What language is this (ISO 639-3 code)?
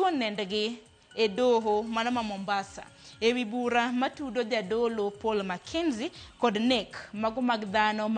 luo